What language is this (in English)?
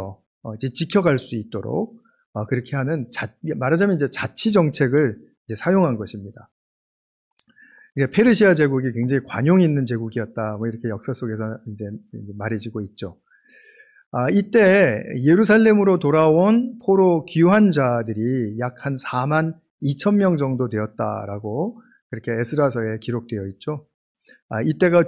Korean